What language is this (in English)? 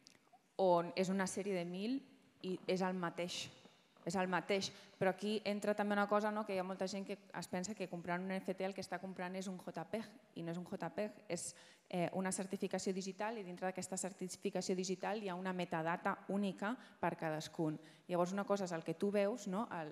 Catalan